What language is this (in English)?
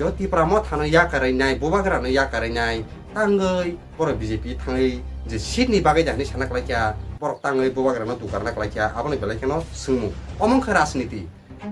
Kok Borok